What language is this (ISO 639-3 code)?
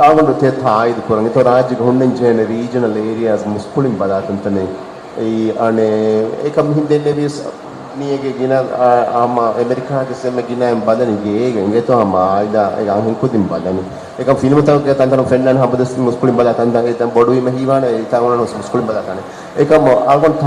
div